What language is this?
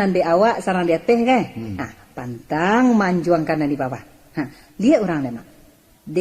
Minangkabau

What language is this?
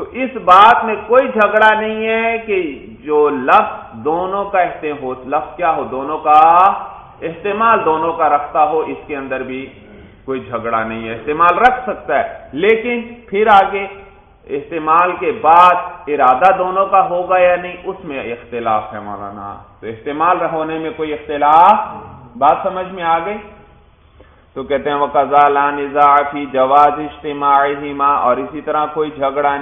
Urdu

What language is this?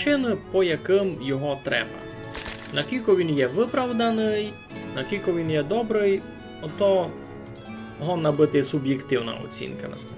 Rusyn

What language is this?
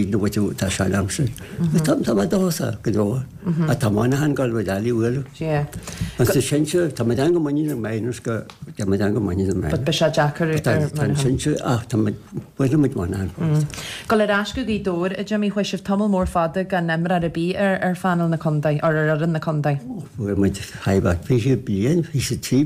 Irish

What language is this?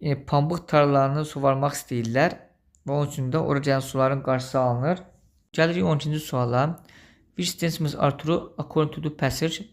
Azerbaijani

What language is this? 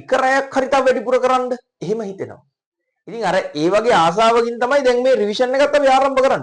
Sinhala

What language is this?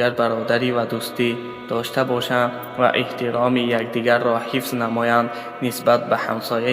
Tajik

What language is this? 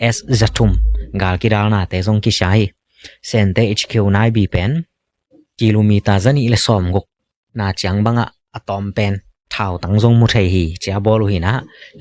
Tedim Chin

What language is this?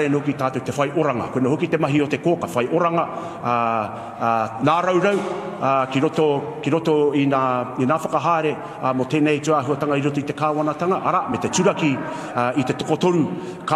Māori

